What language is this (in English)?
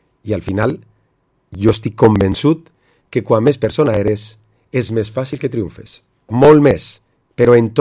Catalan